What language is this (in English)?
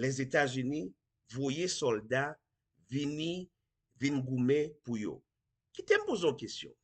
Haitian Creole